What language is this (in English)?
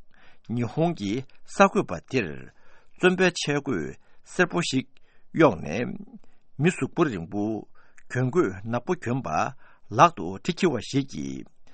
Tibetan